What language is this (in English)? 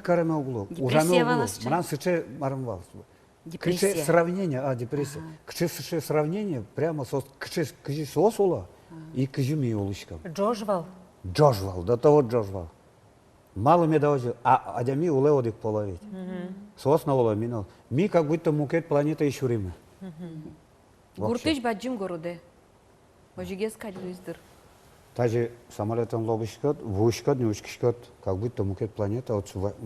Udmurt